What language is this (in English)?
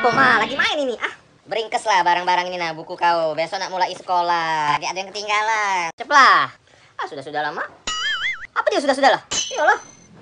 Musi